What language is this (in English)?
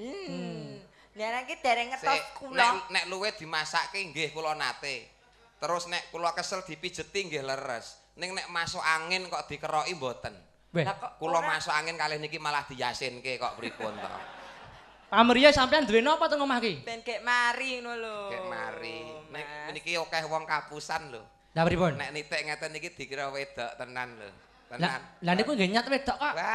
Javanese